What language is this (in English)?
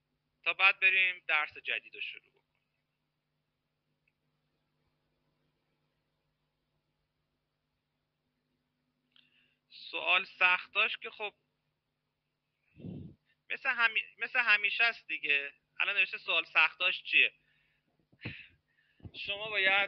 Persian